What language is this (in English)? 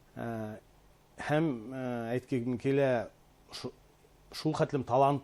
Bashkir